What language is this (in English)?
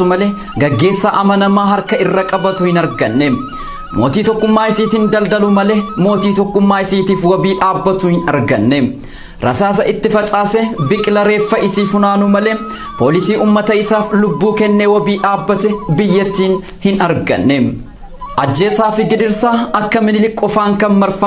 Oromo